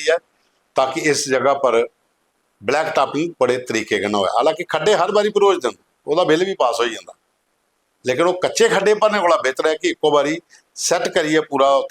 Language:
Dogri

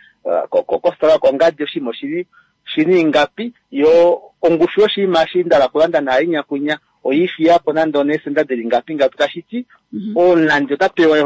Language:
Kuanyama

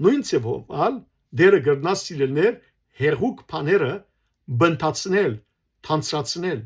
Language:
Western Armenian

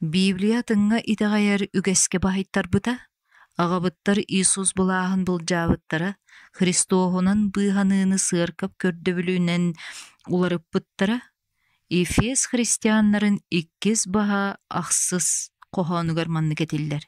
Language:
Yakut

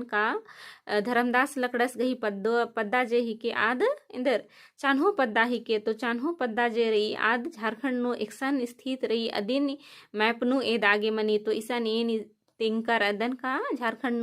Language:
Kurukh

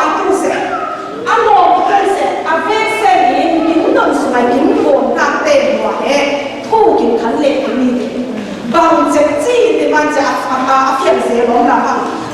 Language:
Falam Chin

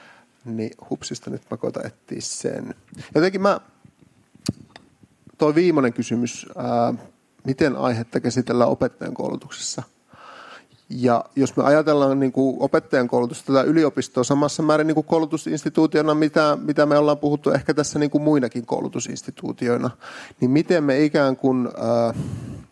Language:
Finnish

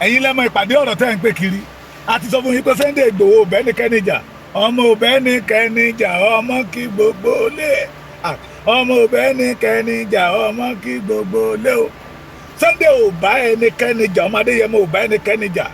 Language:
Yoruba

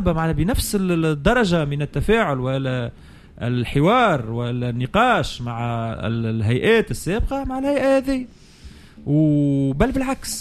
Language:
Tunisian Arabic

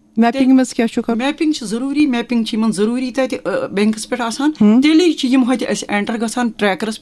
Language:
Kashmiri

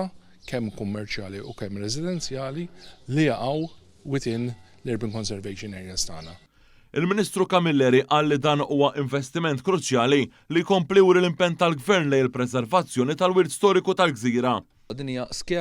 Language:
Maltese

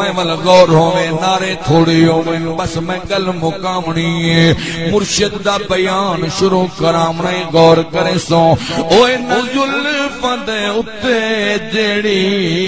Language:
Saraiki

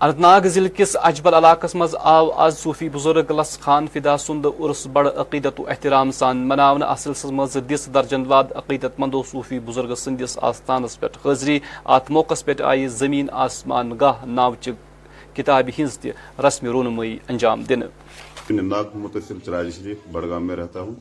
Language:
Kashmiri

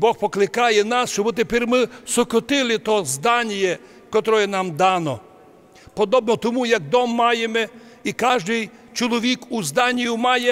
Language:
Rusyn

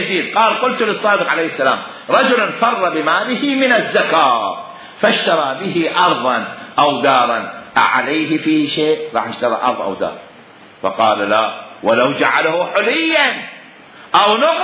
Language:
Mesopotamian Arabic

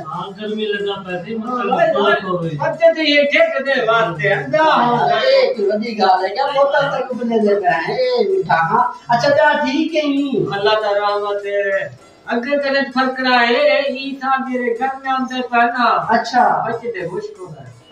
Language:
Saraiki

